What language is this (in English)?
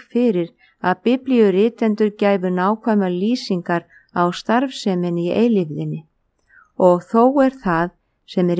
Icelandic